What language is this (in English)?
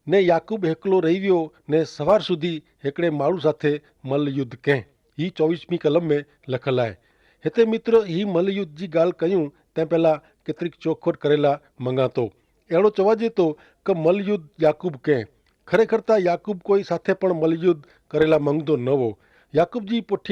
Kachhi